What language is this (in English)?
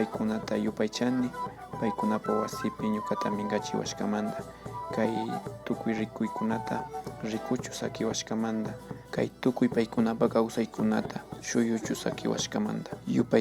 Imbabura Highland Quichua